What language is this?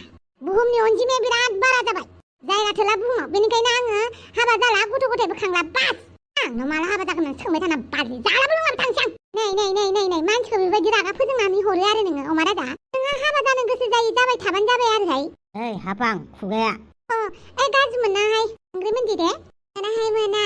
Bodo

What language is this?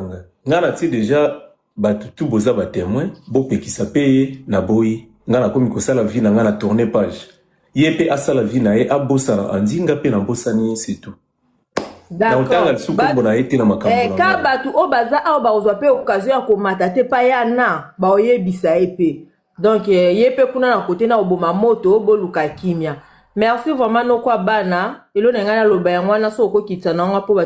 Lingala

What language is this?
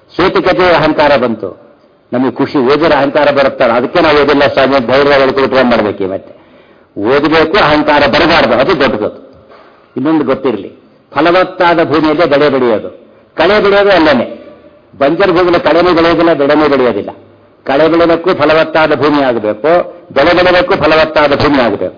Kannada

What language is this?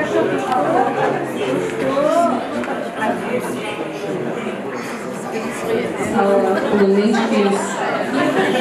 Kara-Kalpak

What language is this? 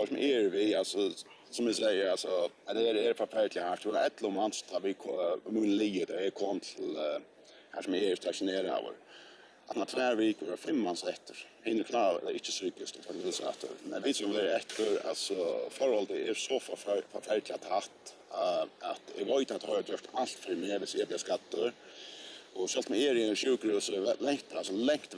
Faroese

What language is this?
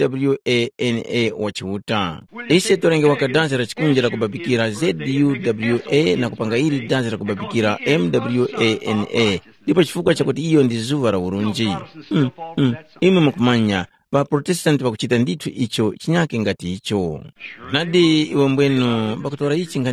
Tumbuka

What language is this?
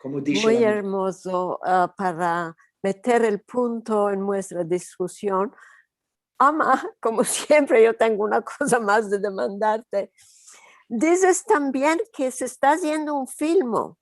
Ladino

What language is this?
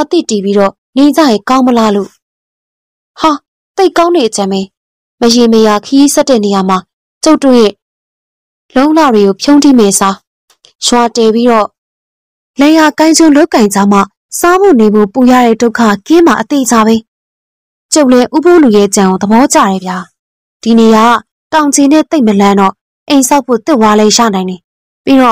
Burmese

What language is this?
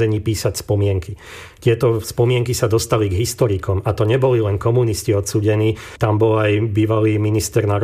Slovak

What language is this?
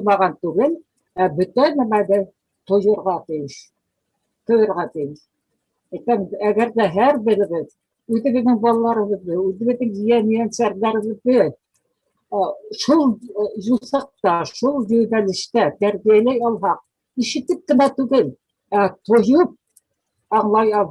Bashkir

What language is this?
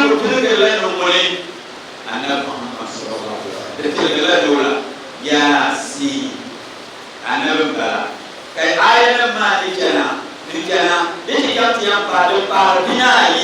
Dagbani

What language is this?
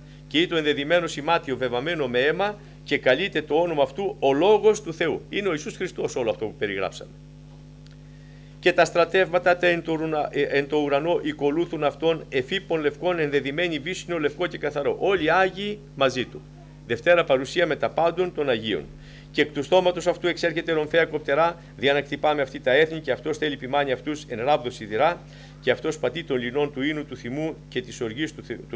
Greek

